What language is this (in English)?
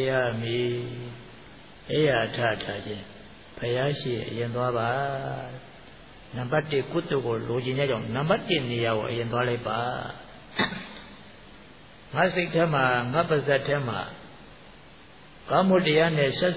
Burmese